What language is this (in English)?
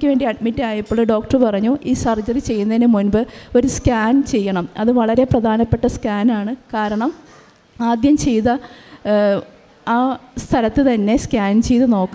Malayalam